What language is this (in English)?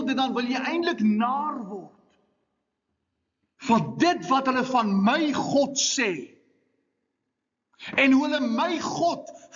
Afrikaans